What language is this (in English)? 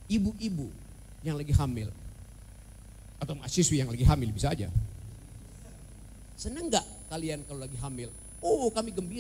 Indonesian